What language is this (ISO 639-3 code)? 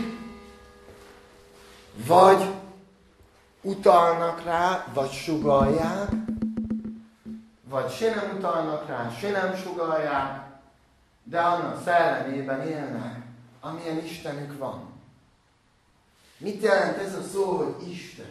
hun